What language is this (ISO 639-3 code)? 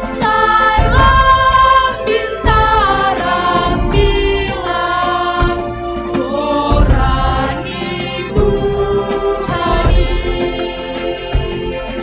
bts